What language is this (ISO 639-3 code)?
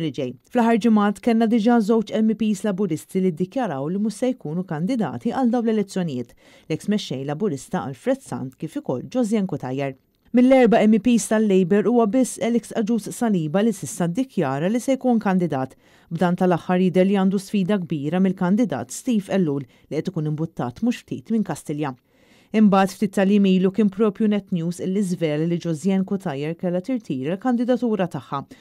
mlt